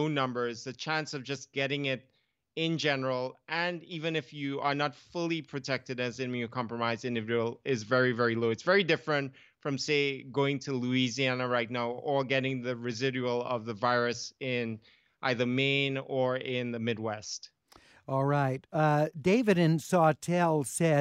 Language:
English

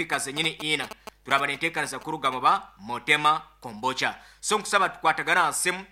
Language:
Nyoro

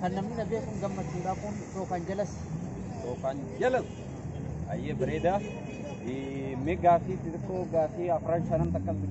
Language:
Oromo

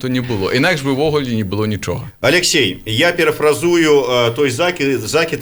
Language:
Belarusian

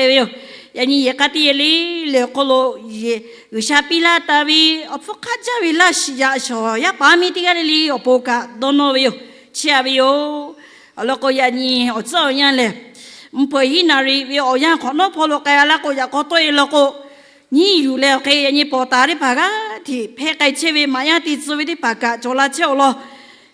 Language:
Lahu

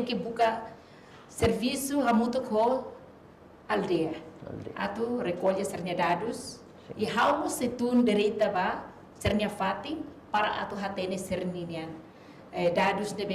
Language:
Tetum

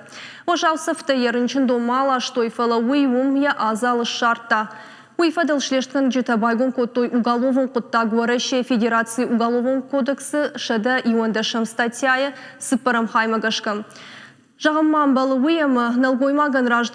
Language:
Ossetic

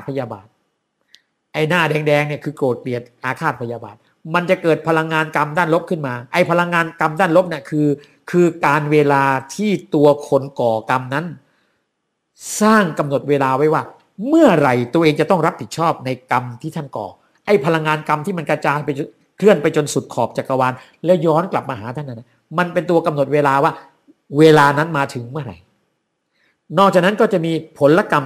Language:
Thai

